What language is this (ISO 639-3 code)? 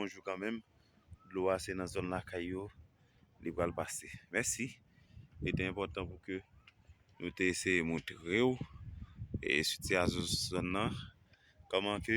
hat